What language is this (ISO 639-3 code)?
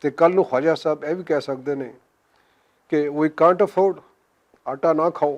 lah